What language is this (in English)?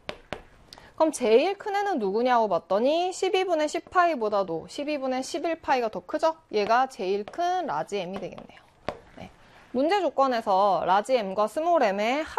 Korean